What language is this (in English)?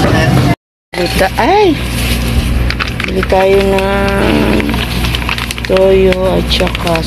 Filipino